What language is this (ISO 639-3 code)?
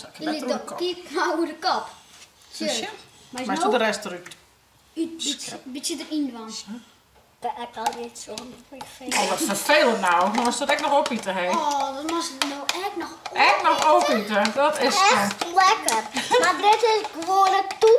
fry